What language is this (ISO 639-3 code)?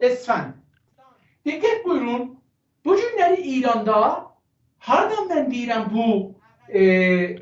azb